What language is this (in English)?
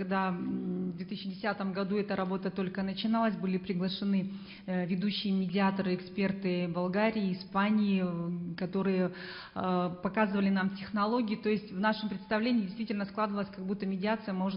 Russian